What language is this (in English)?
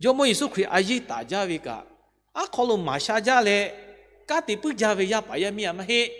Lahu